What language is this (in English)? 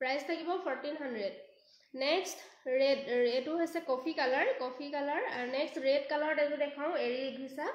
Assamese